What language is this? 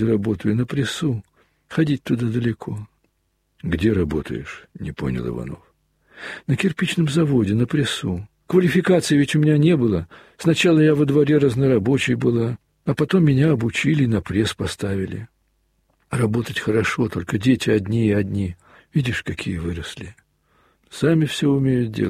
Russian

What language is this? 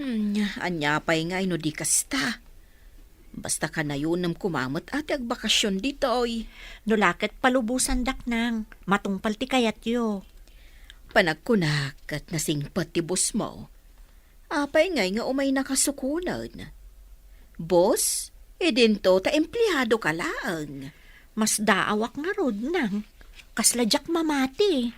Iloko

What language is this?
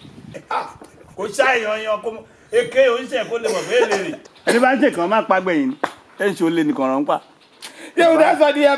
Yoruba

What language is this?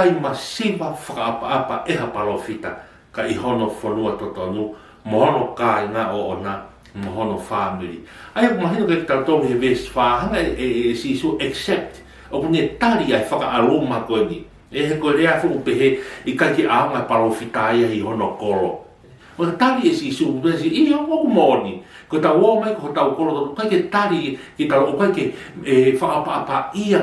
Tongan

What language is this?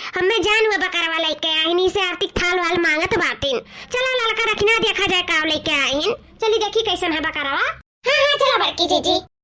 Awadhi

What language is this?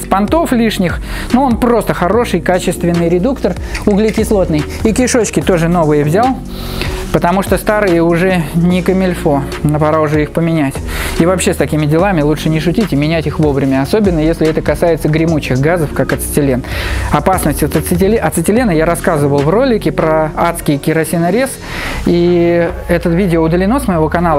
Russian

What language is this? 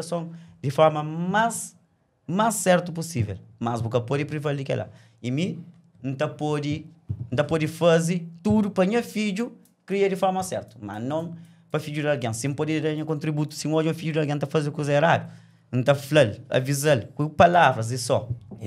Kabuverdianu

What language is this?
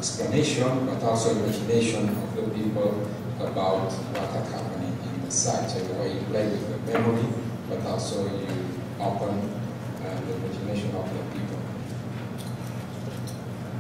English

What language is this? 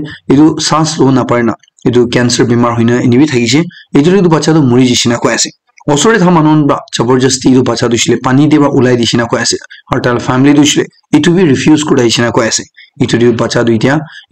Naga Pidgin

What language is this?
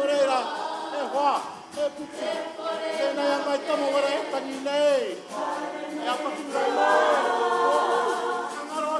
Māori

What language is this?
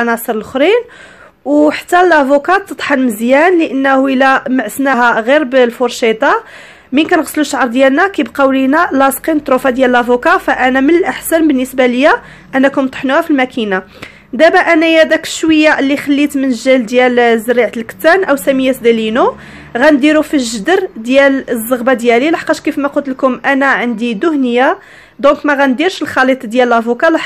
Moroccan Arabic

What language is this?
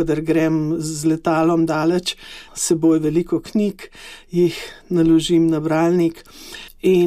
Slovenian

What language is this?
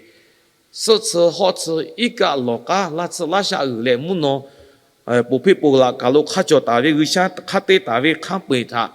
Lahu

